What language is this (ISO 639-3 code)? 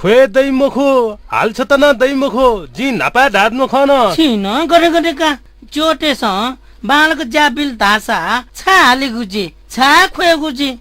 new